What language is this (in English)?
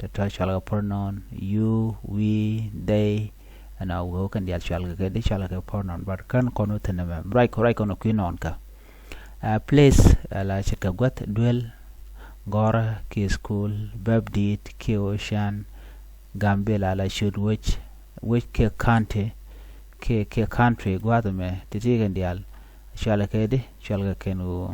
Nuer